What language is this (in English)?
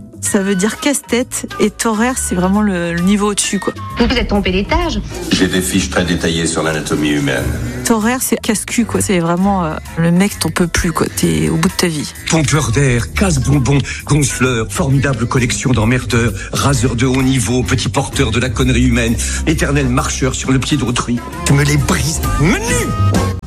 French